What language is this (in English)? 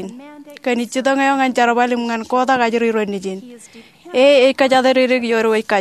Marshallese